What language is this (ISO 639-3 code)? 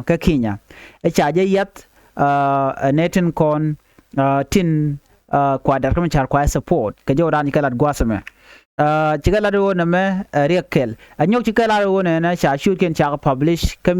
nus